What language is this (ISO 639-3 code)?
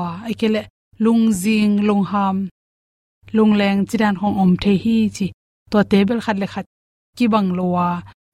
ctd